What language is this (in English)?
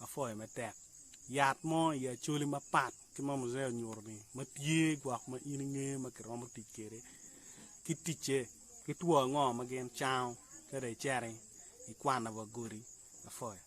Acoli